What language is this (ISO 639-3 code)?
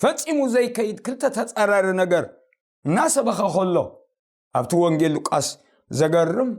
tir